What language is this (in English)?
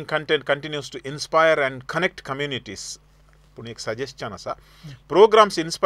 Konkani